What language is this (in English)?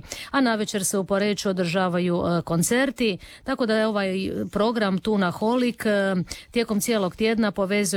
Croatian